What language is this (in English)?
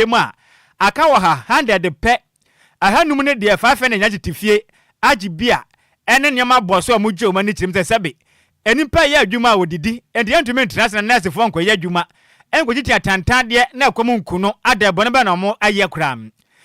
Akan